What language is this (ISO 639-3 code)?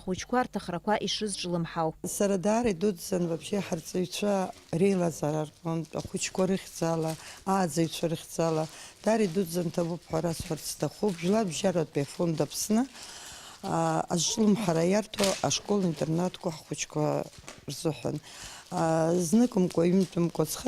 abk